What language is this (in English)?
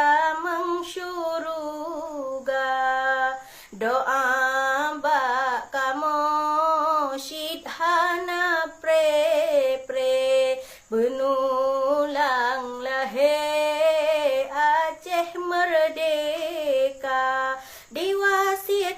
Achinese